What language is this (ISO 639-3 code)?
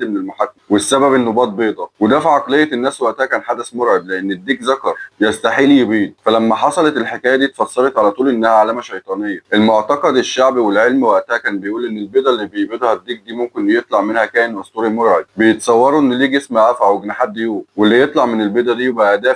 arz